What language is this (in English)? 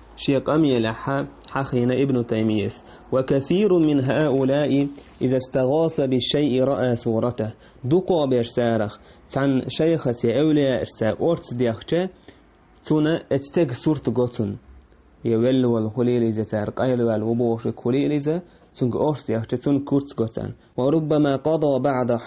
Chechen